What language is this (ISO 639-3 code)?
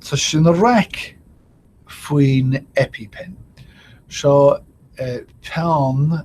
gle